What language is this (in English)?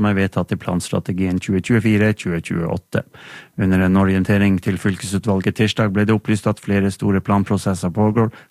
Norwegian